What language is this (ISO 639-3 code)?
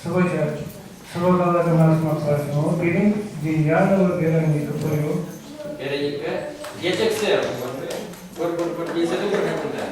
chv